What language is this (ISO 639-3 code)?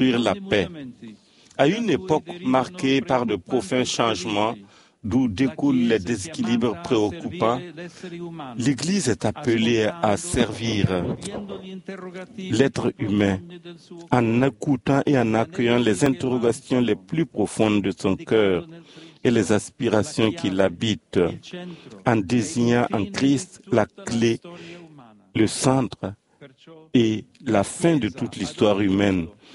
fra